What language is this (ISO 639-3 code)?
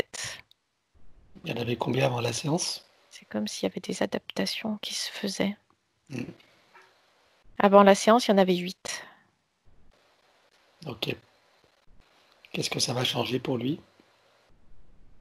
fra